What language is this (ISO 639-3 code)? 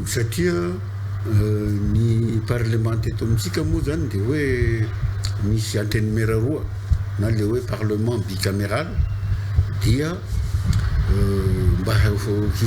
mlg